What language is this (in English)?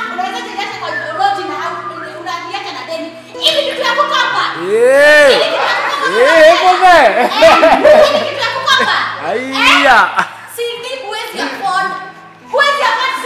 Swahili